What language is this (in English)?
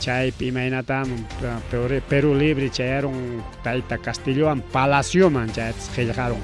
Ayacucho Quechua